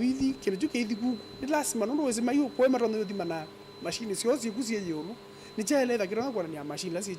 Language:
Kamba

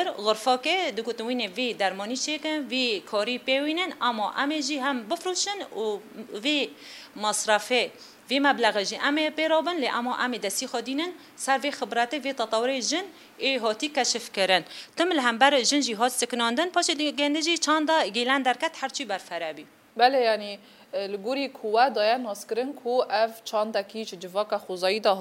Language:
Kurdish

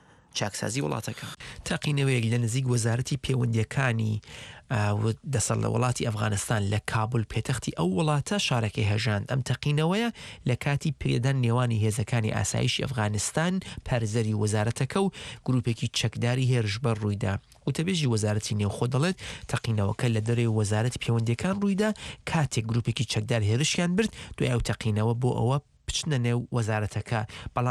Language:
Central Kurdish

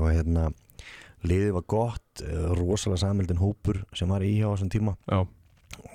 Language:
Icelandic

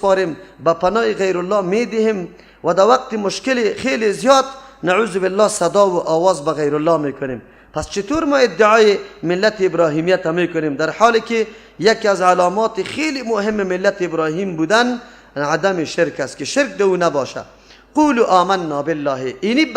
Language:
Persian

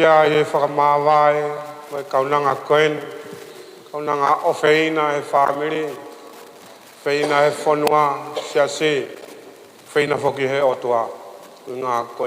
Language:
Tongan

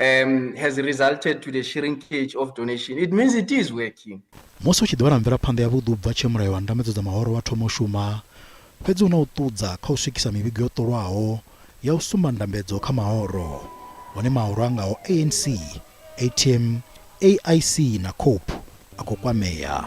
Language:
Venda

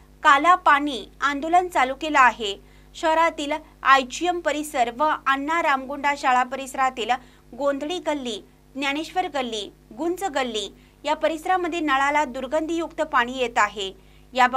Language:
Marathi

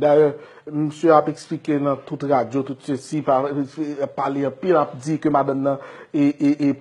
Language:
Haitian Creole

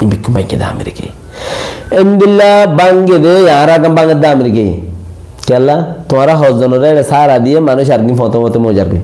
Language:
Rohingya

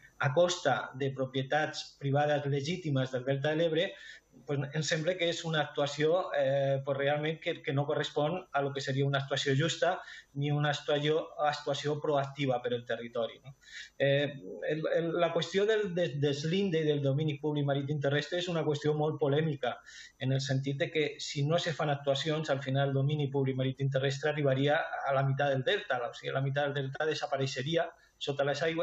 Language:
Catalan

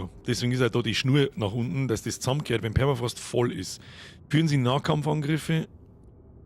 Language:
Bavarian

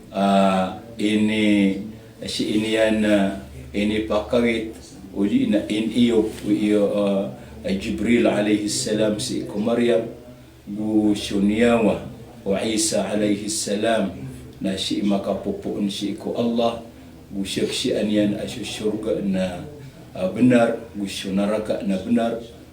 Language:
Maranao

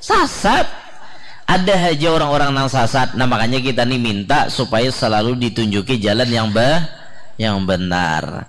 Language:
Banjar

